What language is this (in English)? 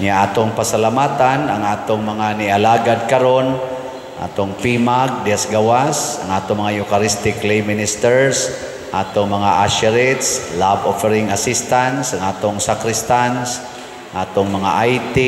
Cebuano